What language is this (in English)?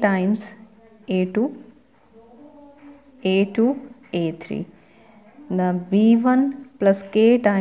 Punjabi